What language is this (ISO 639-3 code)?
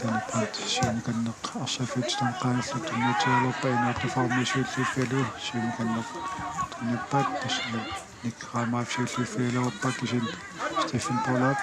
kal